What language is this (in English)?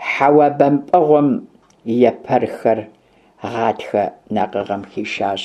Kabardian